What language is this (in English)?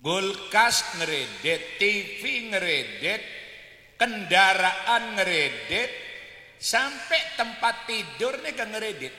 Madurese